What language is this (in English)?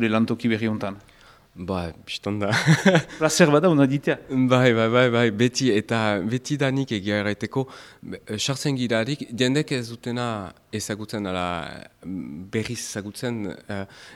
Basque